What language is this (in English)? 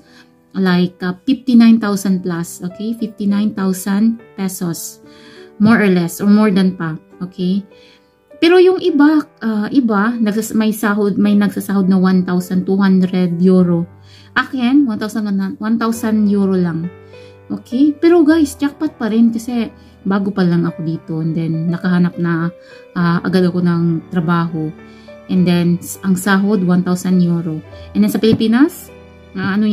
Filipino